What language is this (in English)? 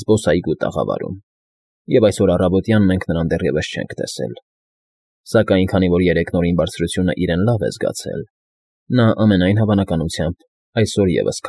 Armenian